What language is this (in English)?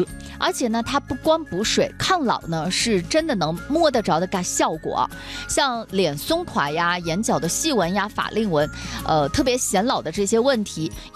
Chinese